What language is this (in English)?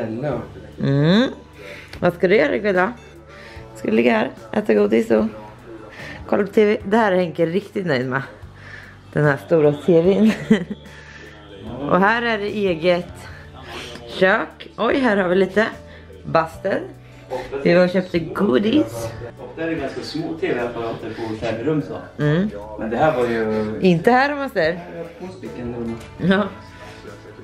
Swedish